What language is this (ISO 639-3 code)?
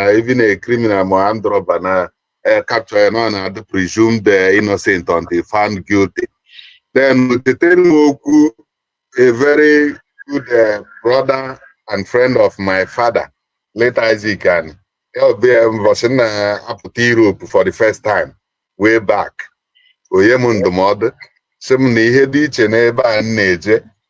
ibo